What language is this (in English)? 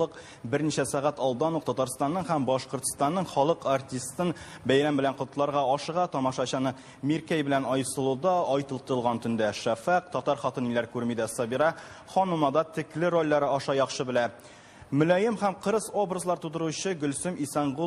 Tatar